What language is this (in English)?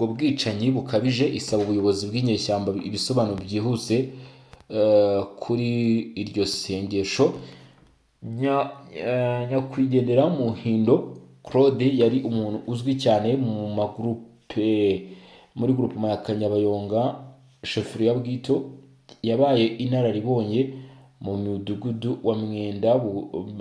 Kinyarwanda